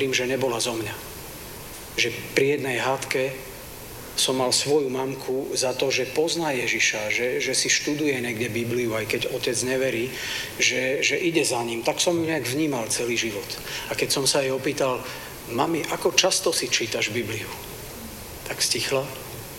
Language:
Slovak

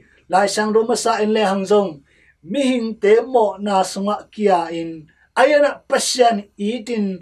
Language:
Tedim Chin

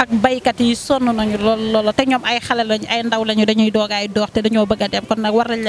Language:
Wolof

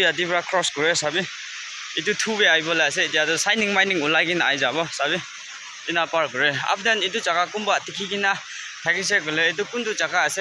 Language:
Naga Pidgin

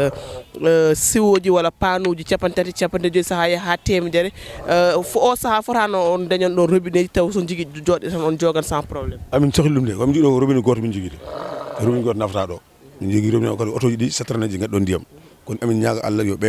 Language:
Fula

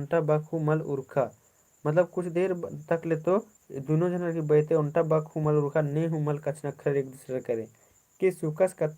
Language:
Kurukh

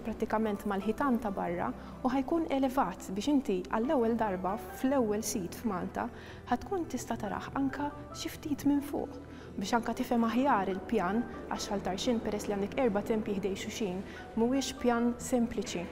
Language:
Maltese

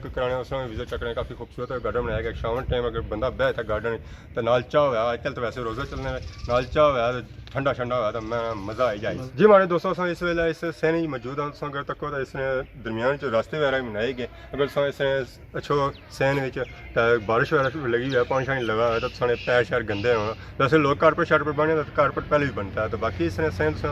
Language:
Pahari-Potwari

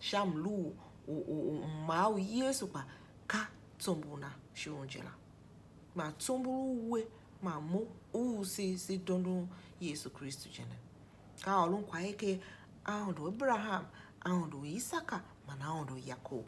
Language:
Tiv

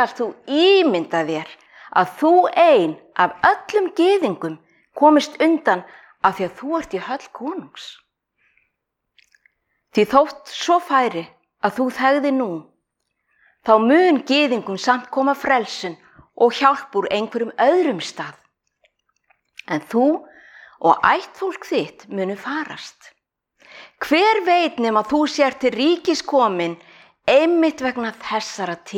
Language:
Icelandic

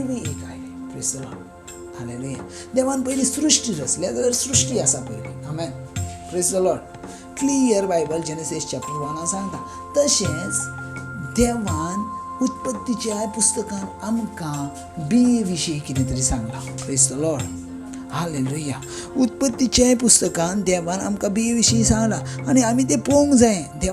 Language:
Konkani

